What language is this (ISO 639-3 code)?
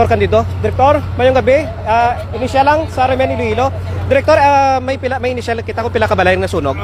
hil